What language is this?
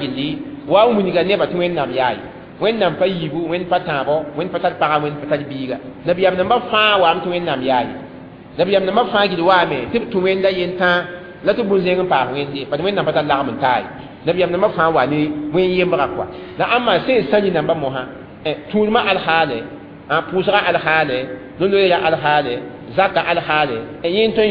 Mossi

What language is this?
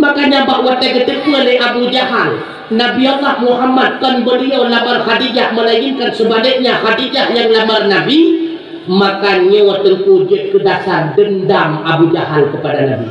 Achinese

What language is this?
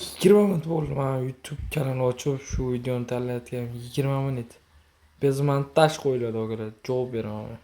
Uzbek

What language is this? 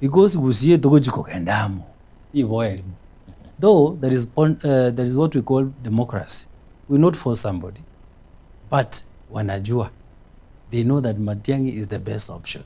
Gusii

